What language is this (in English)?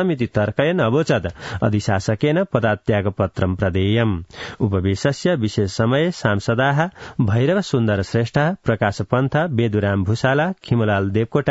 Sanskrit